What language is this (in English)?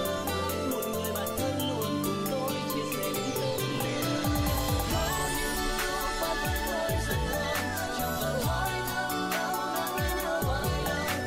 Vietnamese